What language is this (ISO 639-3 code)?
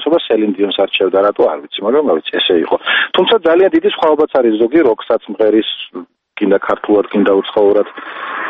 kat